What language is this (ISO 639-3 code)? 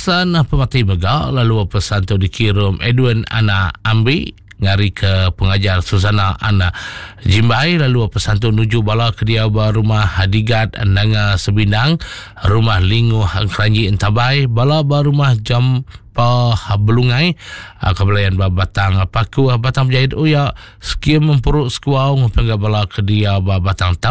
iba